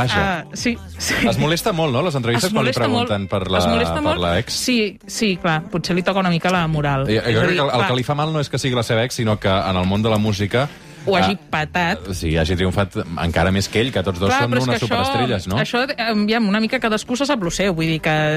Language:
Catalan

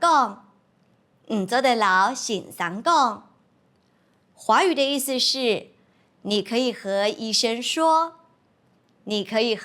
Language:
Hakka Chinese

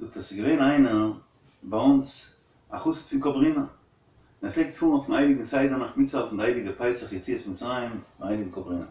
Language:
Yiddish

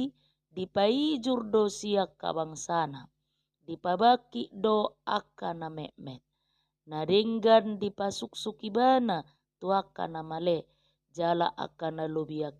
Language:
Batak Toba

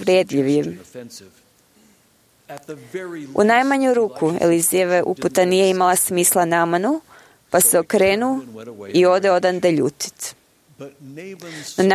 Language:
Croatian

